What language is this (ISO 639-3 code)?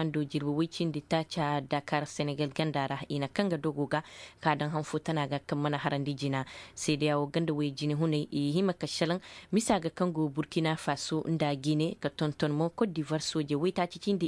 dje